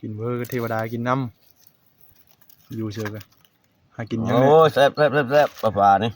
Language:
Northeastern Thai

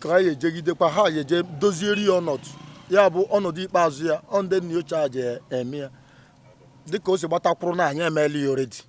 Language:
Igbo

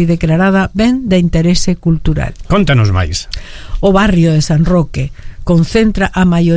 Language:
Galician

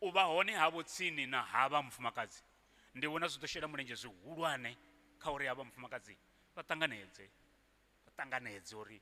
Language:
Venda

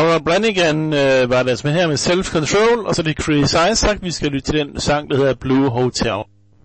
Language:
Danish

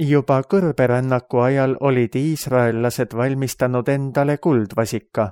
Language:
Estonian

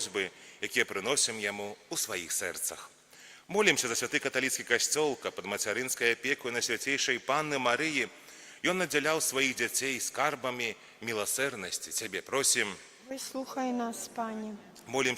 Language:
Belarusian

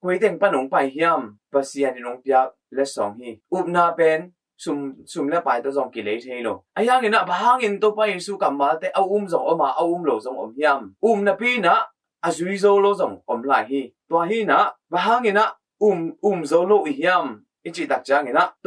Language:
Tedim Chin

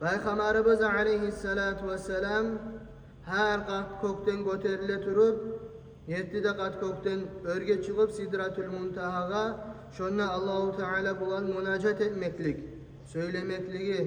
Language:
Kumyk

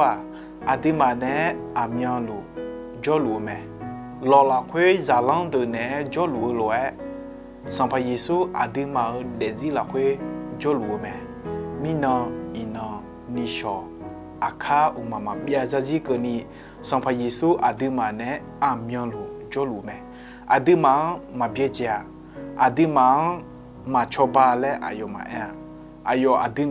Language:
Akha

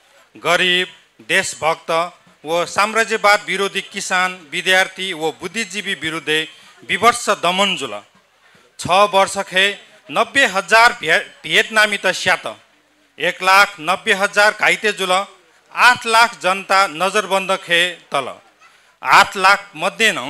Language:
Newari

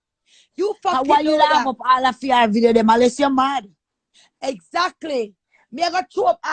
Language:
Jamaican Creole English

